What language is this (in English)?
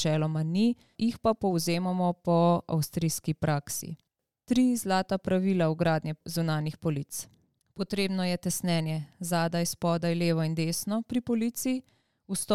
Slovenian